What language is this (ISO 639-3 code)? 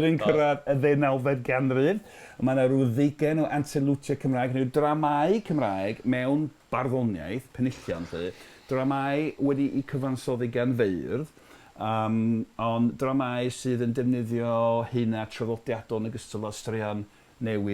cym